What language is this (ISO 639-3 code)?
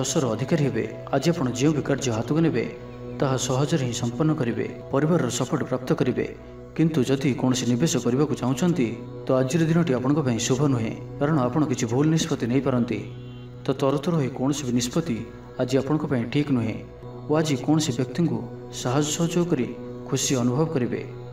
ori